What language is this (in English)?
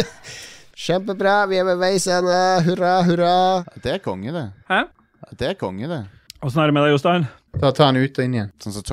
Norwegian